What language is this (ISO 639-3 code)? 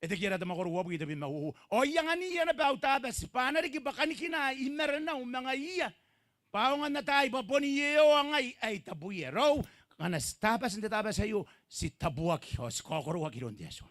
gil